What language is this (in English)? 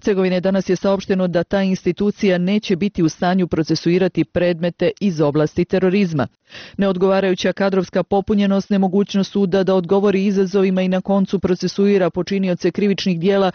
Bosnian